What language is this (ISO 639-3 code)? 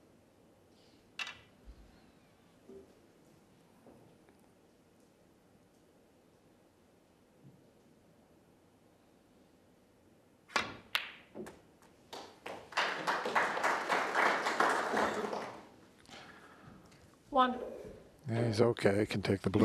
eng